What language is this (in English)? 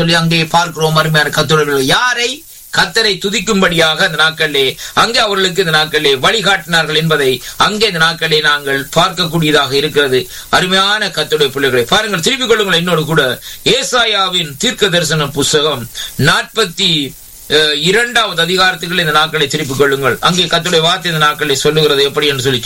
Tamil